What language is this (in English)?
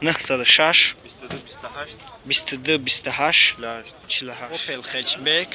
Tajik